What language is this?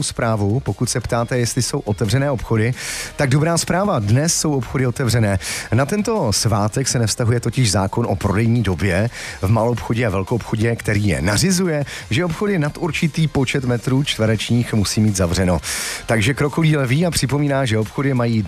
Czech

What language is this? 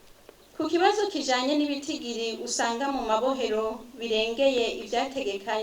Rundi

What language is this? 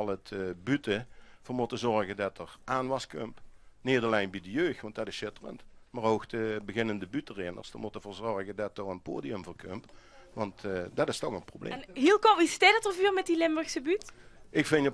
Limburgish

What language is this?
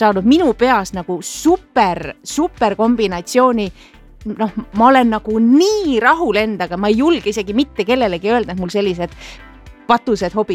Estonian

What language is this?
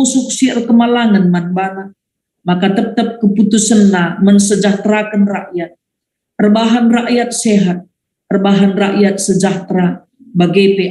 Batak Karo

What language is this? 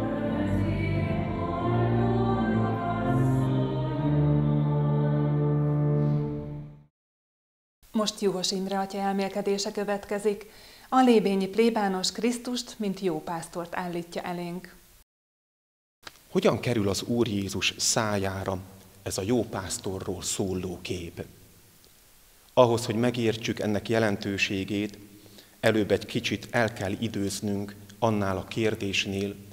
Hungarian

